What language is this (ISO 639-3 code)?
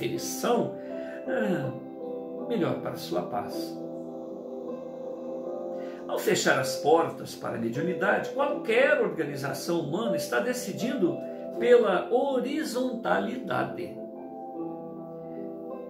por